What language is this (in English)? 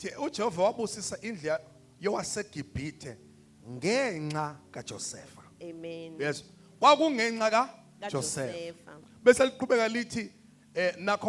Zulu